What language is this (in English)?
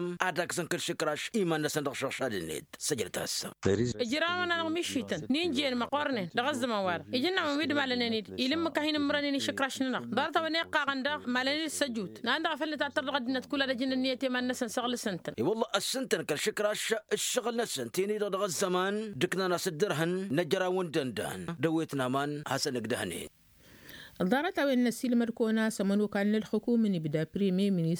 Tamasheq